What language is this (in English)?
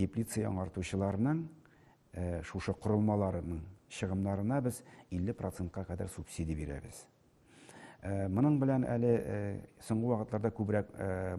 Tatar